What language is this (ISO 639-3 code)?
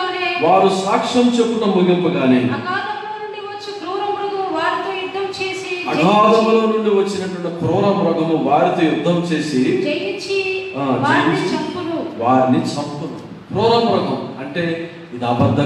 tel